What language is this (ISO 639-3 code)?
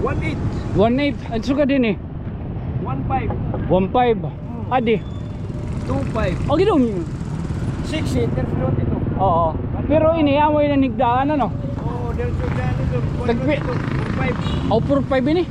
war